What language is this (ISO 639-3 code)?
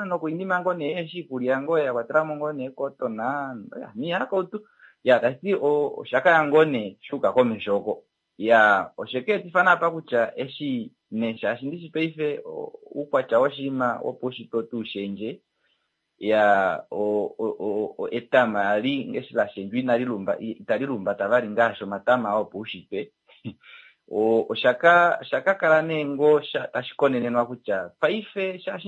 kua